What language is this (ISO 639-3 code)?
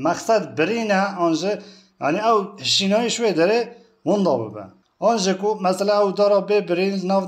kur